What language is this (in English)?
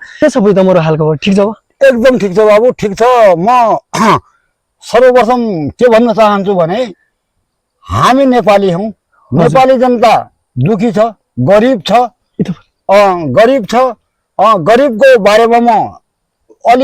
Nepali